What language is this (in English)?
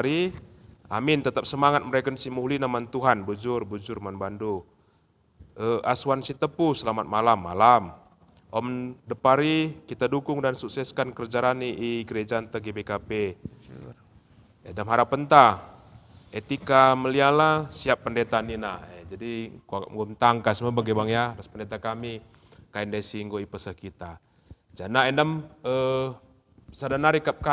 Batak Karo